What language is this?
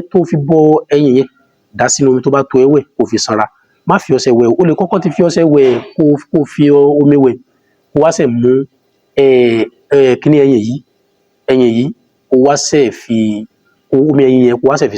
Yoruba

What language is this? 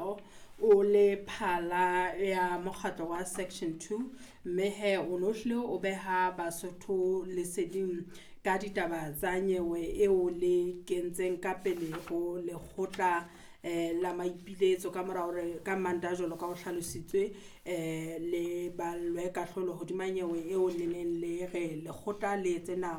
Southern Sotho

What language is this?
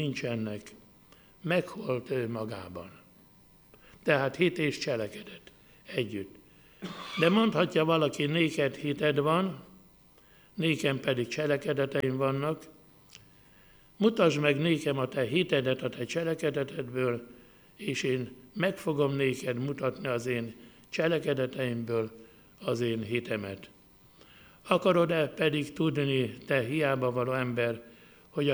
Hungarian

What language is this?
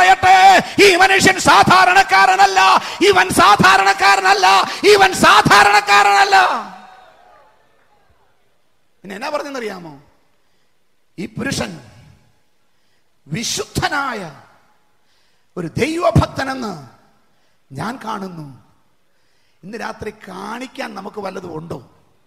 Malayalam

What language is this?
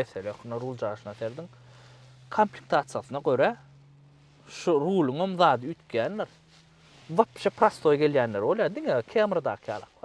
Turkmen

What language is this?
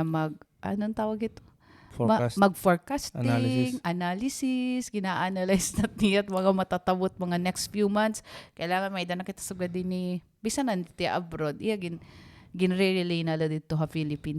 Waray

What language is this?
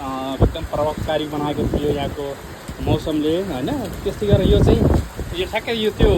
Nepali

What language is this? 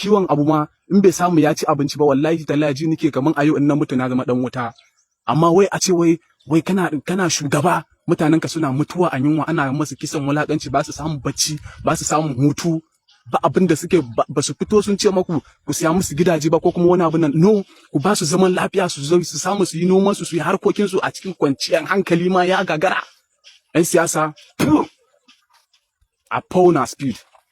Hausa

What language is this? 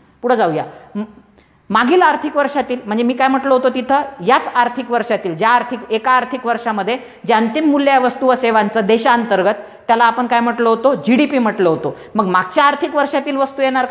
Marathi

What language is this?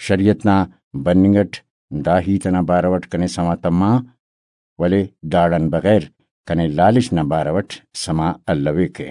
Brahui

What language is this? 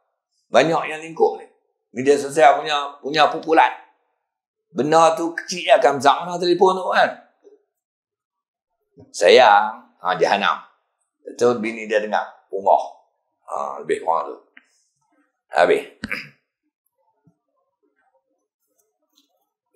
Malay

